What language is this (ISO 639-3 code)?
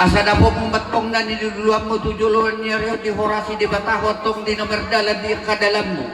bbc